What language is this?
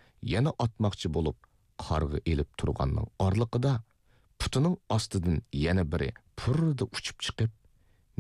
Uyghur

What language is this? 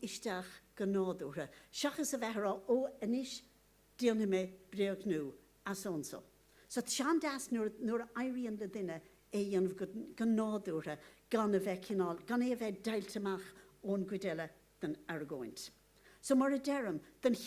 Irish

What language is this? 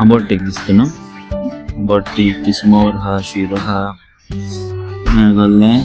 Konkani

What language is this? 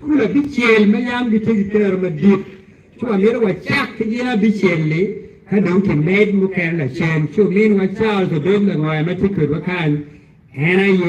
Acoli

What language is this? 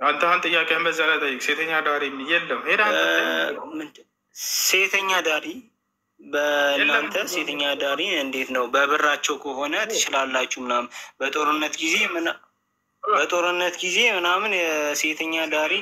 Amharic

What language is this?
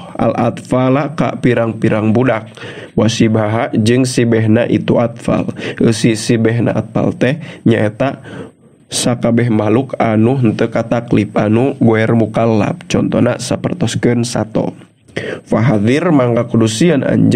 Sundanese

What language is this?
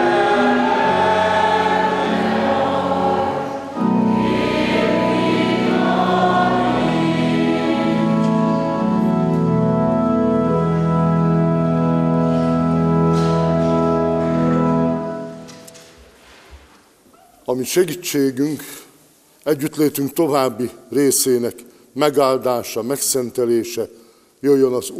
Hungarian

